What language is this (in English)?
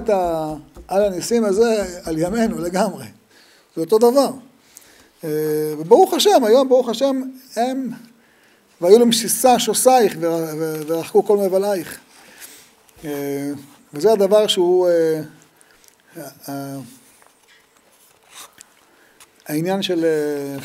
Hebrew